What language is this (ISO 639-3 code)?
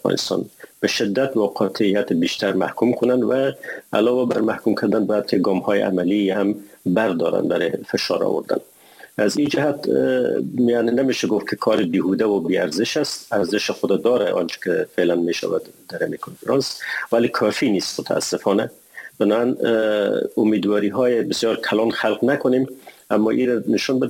fas